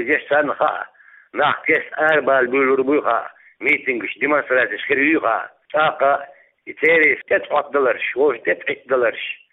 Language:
Chechen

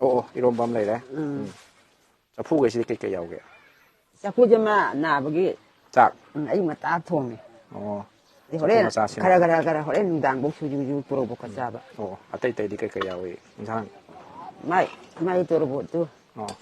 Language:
Manipuri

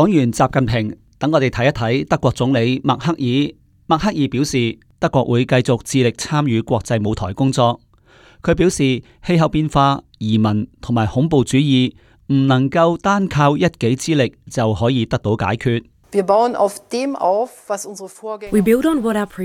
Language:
Cantonese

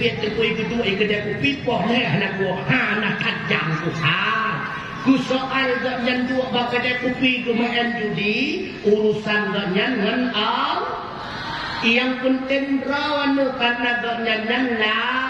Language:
Achinese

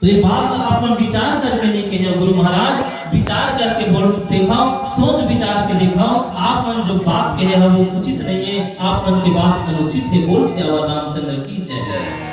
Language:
Chhattisgarhi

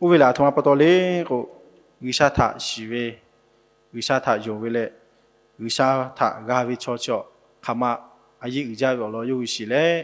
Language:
Lahu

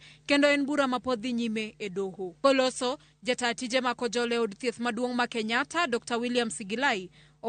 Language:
Luo (Kenya and Tanzania)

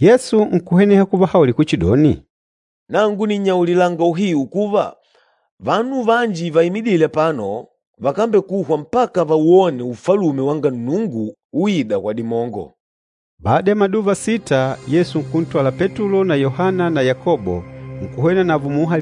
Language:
Makonde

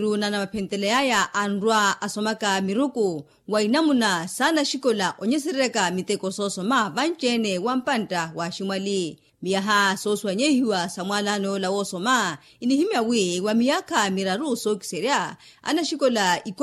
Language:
Makhuwa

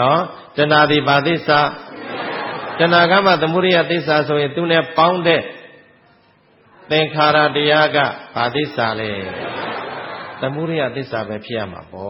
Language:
Burmese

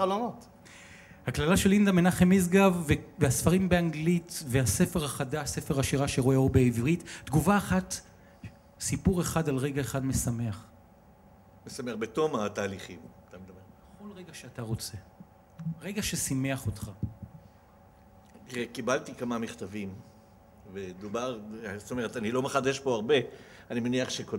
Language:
Hebrew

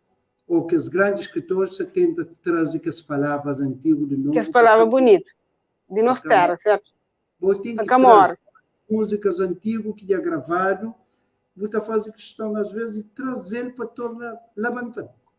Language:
Kabuverdianu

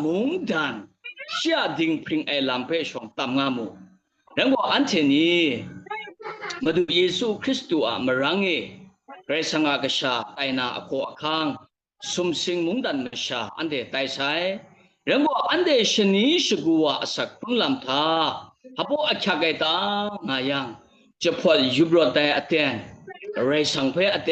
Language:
Kachin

